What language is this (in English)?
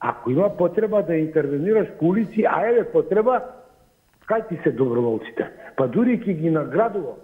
Macedonian